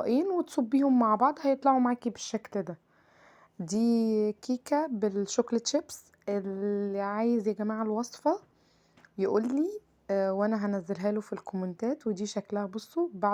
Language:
Egyptian Arabic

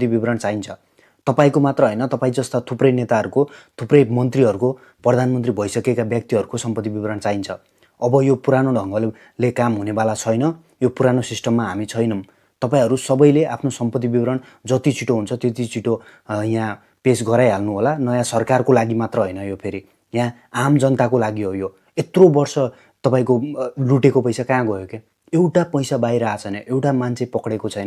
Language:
Nepali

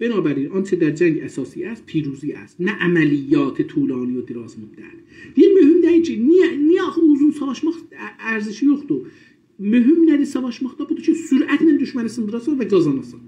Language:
South Azerbaijani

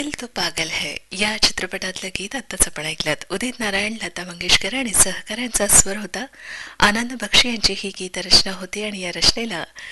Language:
Marathi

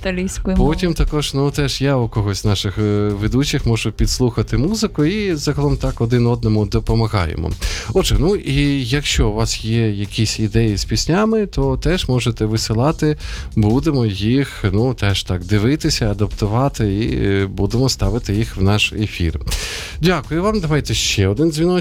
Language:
Ukrainian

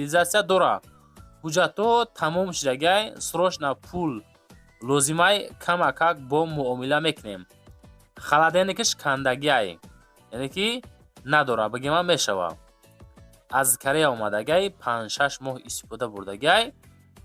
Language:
Tajik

